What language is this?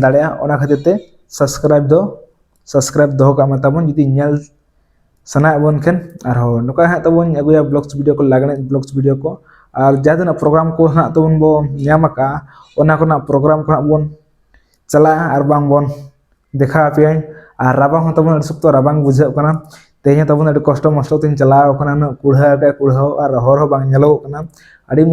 Santali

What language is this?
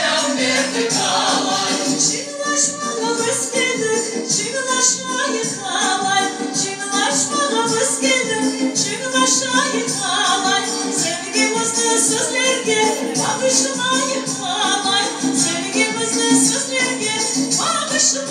Crimean Tatar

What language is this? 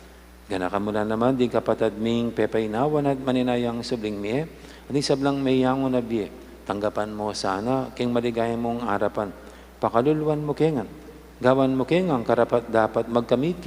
Pampanga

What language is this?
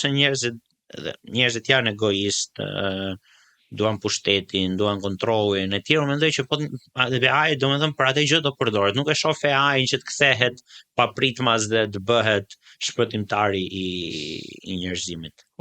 Albanian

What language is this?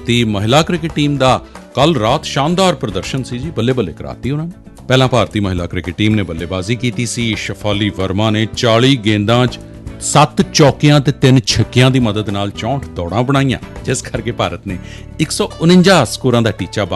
Punjabi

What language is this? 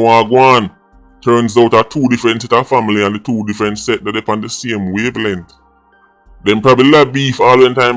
Jamaican Creole English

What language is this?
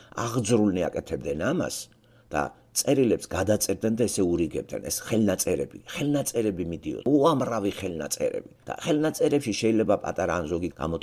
Georgian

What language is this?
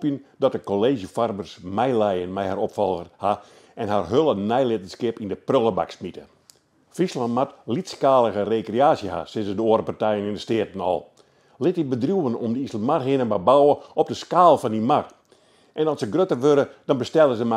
Western Frisian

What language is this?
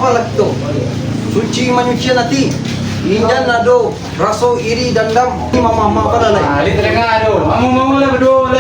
Minangkabau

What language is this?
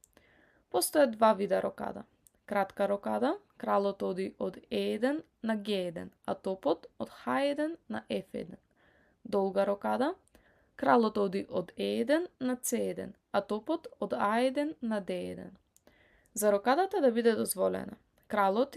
Macedonian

